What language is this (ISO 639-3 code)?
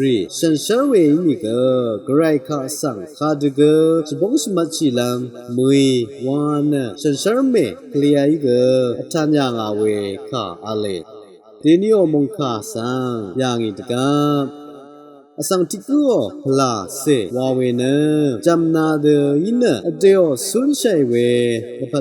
raw